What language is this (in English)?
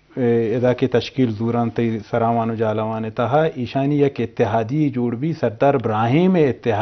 Eastern Balochi